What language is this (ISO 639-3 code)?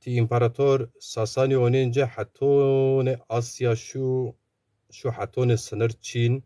zza